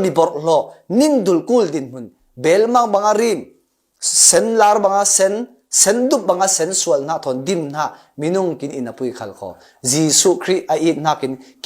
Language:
Falam Chin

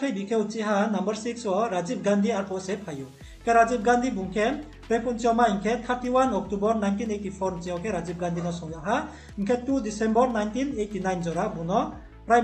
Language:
Riang (India)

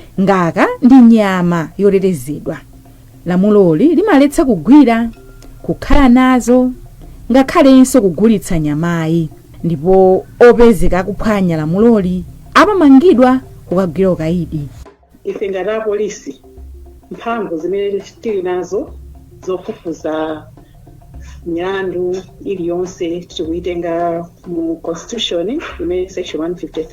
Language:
Nyanja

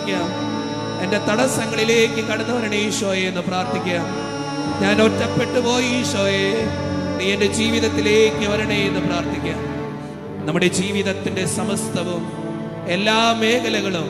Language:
Malayalam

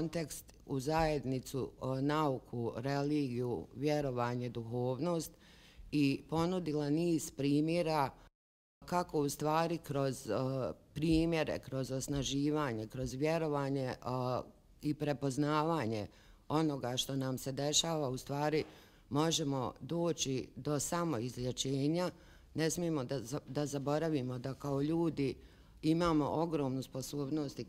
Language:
Bosnian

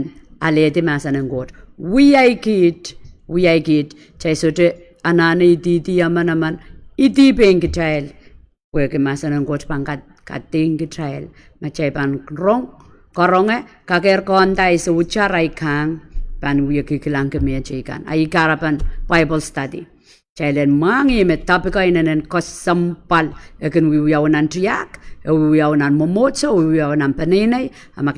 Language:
Pohnpeian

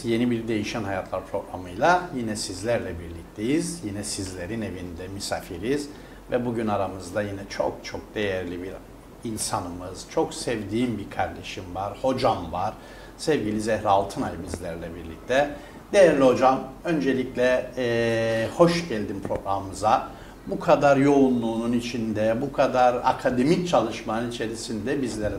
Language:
Turkish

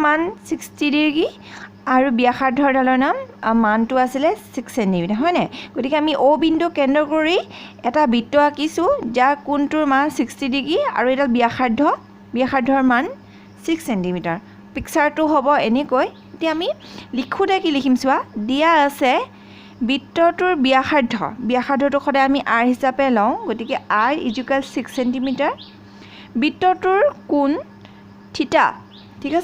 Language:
Assamese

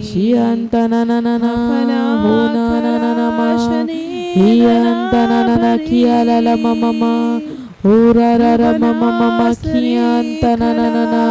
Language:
Tem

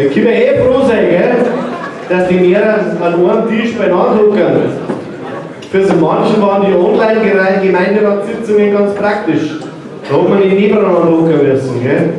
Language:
Bavarian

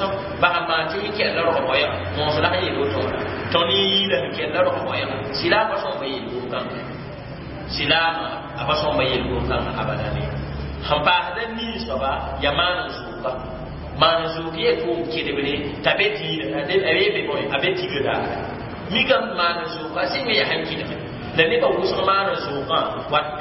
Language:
Mossi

